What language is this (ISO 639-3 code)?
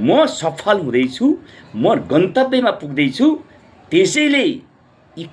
nep